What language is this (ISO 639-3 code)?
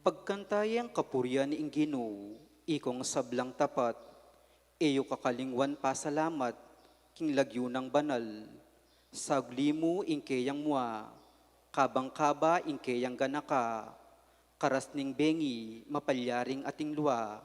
pam